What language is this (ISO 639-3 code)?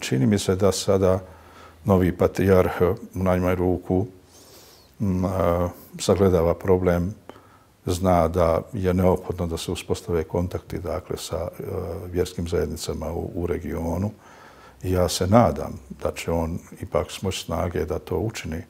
bos